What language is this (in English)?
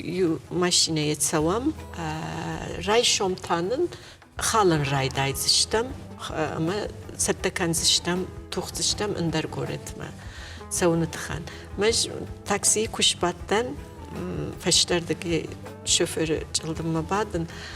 Ossetic